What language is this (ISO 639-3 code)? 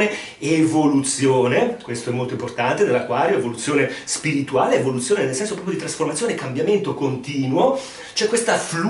ita